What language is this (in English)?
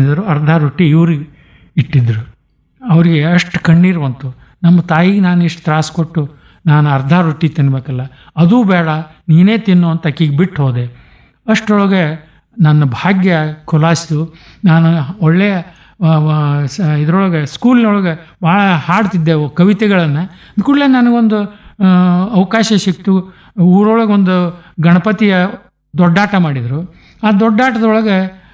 Kannada